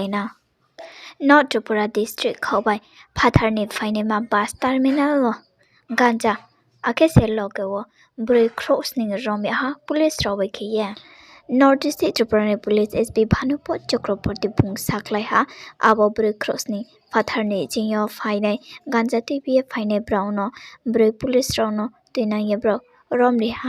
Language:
Riang (India)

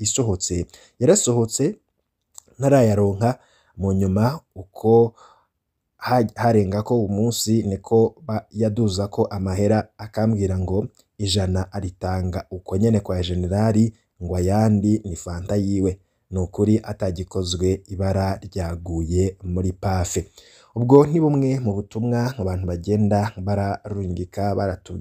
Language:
Rundi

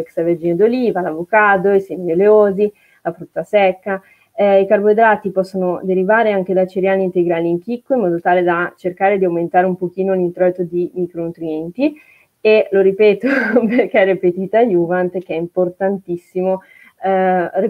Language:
Italian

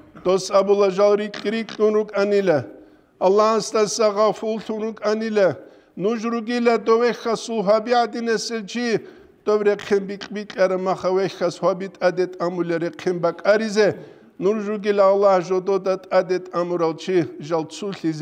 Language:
Avaric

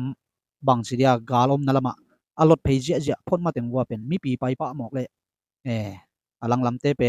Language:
Tedim Chin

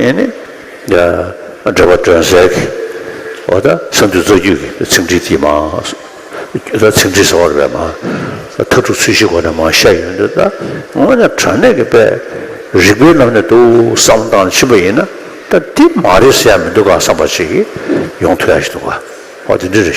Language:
Tibetan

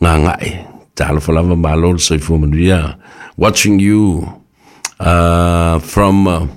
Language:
Samoan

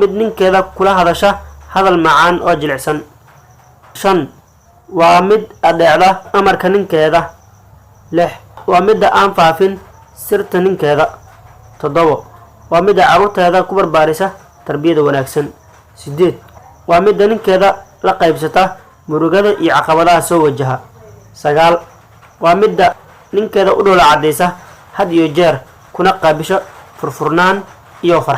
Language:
Somali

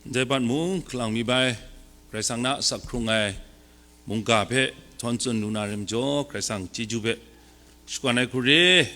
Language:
Kachin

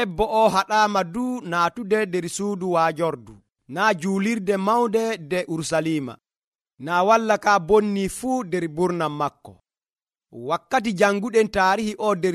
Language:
Nigerian Fulfulde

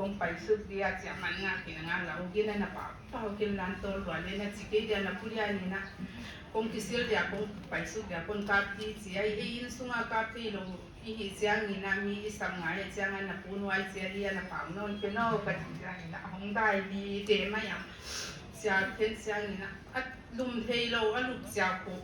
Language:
Paite Chin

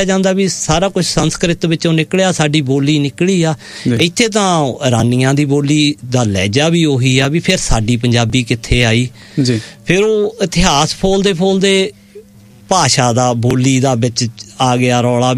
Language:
Punjabi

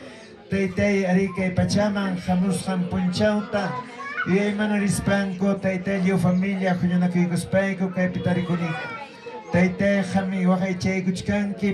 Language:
Ayacucho Quechua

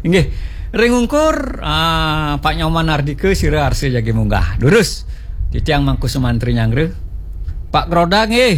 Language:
Balinese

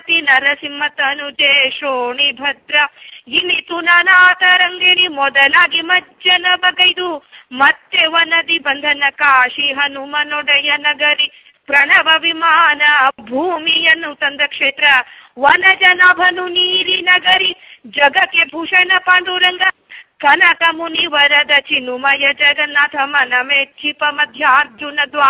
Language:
Kannada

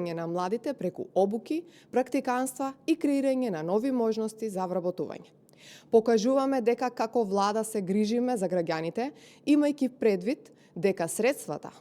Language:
Macedonian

